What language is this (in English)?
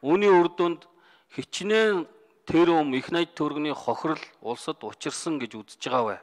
Mongolian